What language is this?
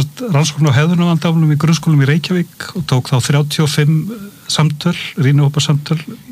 Icelandic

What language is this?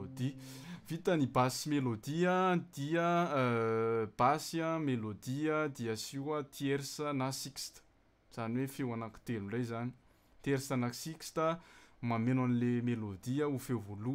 Malagasy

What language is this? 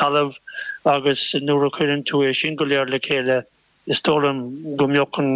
Irish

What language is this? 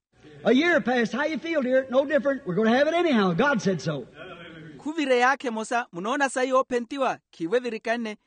Makhuwa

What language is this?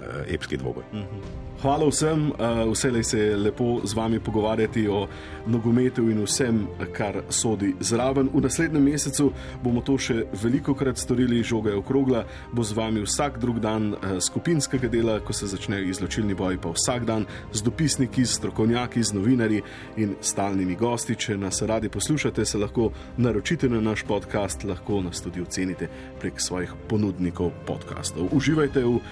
Slovenian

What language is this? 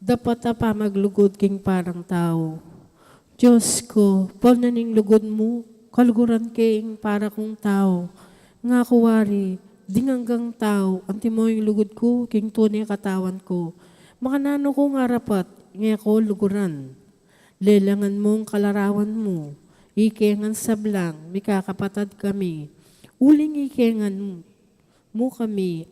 Pampanga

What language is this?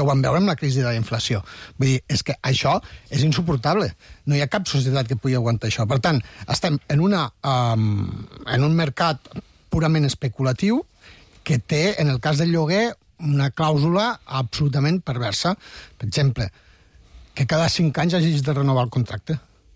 Catalan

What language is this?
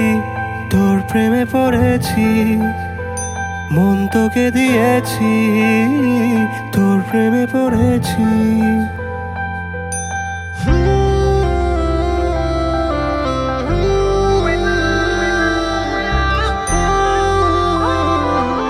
Bangla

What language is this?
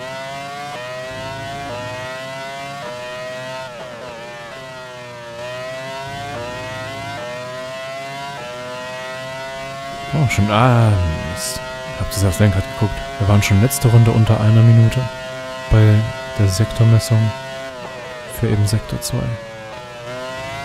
German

